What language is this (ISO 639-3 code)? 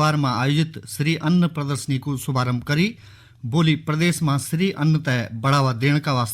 gbm